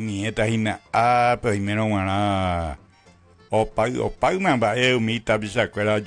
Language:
Guarani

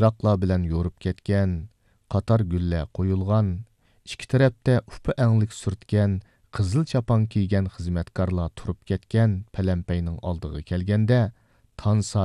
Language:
Uyghur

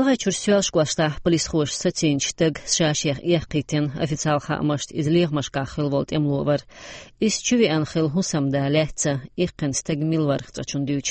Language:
Chechen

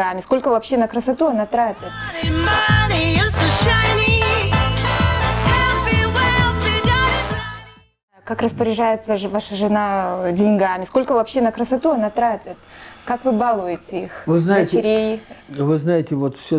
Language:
Russian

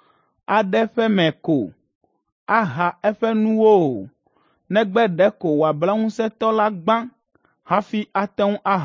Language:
Ewe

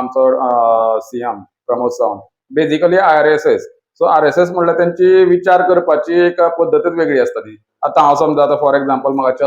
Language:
Konkani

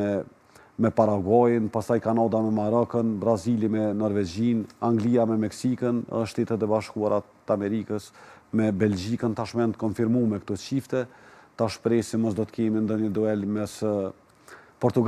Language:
Albanian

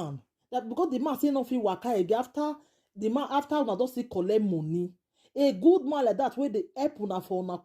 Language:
Nigerian Pidgin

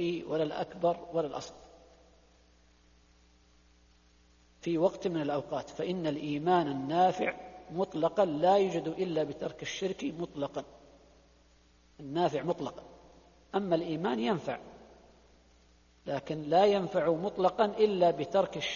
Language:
Arabic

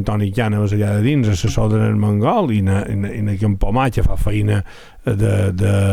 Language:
Catalan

